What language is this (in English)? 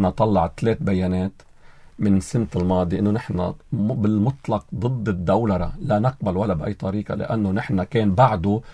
North Levantine Arabic